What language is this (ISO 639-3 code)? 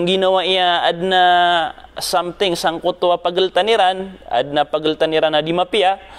mrw